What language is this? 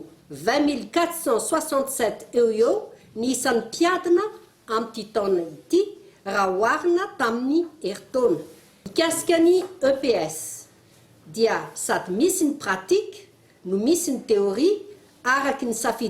Malagasy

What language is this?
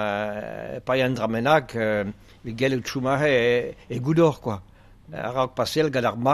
Breton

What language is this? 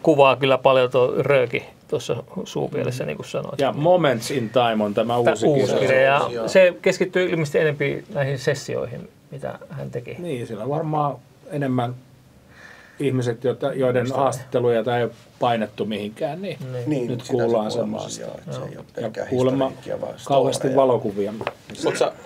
Finnish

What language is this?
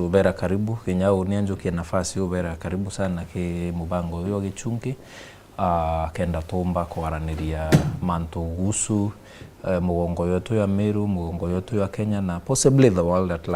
Meru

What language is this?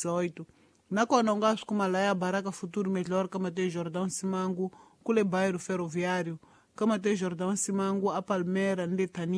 Tsonga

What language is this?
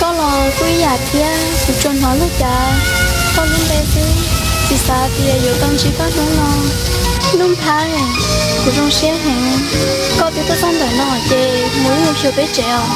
Hmong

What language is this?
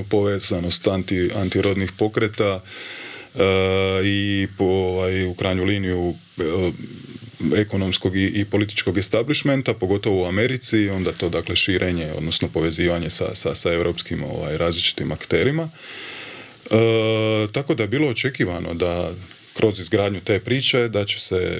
Croatian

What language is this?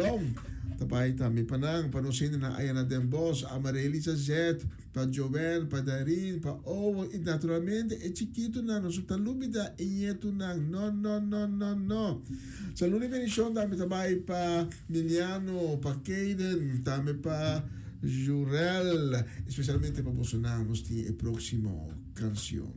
Papiamento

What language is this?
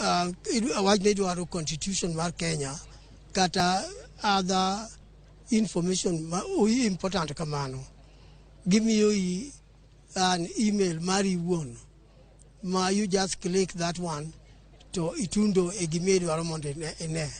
Luo (Kenya and Tanzania)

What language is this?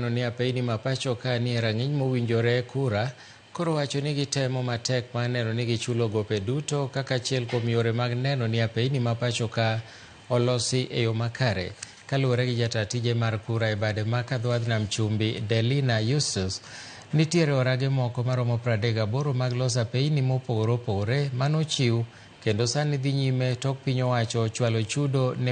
Luo (Kenya and Tanzania)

